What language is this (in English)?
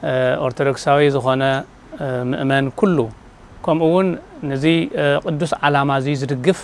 Tigrinya